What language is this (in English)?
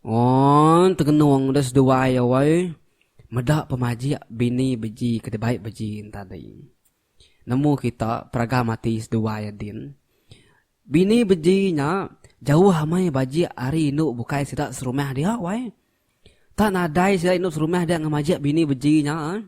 Iban